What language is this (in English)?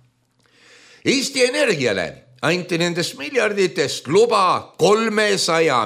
Estonian